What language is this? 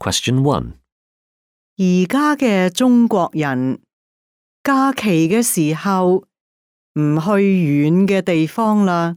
Cantonese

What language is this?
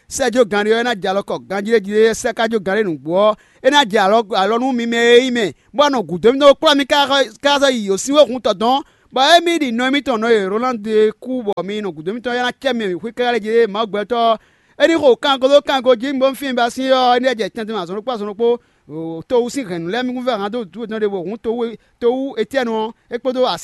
Fon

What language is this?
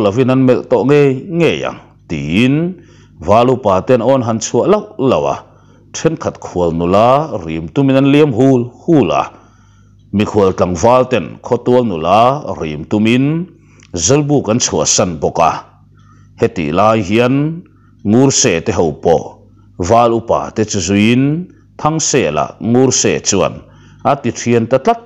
Mizo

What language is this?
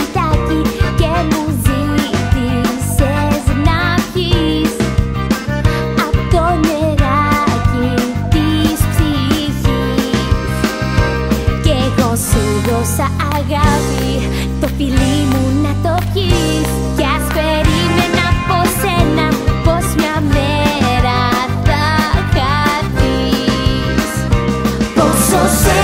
Greek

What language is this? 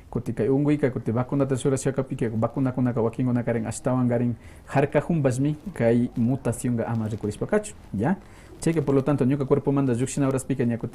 Quechua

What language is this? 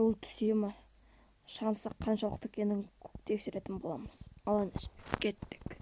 Kazakh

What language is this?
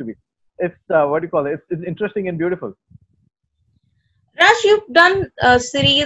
English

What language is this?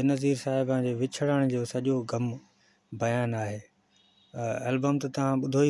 Sindhi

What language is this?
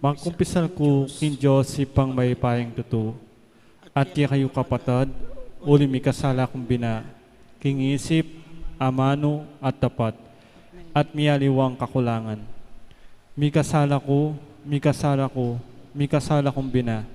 Pampanga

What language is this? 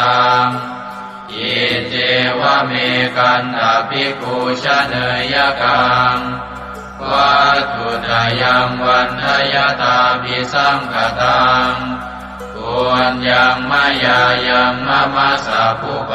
Pali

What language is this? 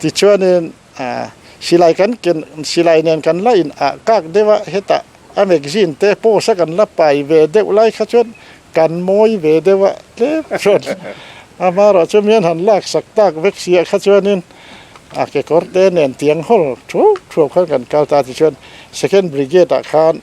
Mizo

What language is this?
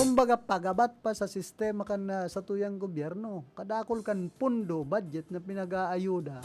Bikol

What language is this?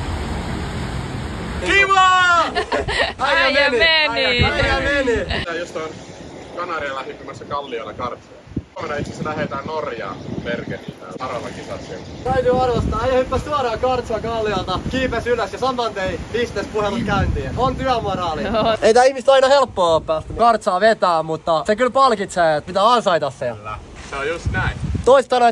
Finnish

